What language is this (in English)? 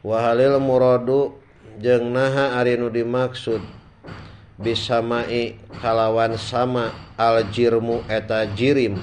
Sundanese